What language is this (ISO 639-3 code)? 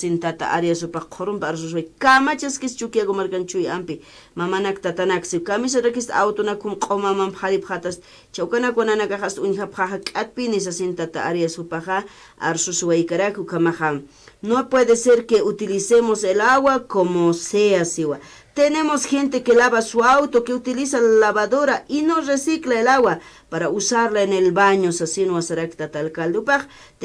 aym